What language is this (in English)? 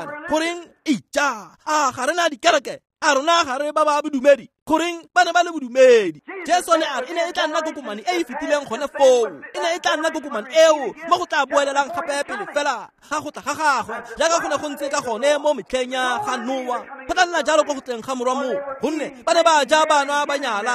Tswana